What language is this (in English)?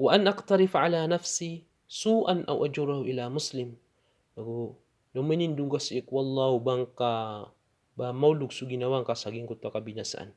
Maranao